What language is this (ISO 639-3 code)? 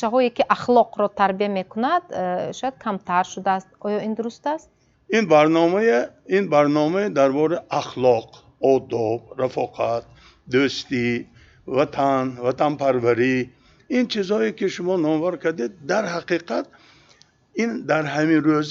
tgk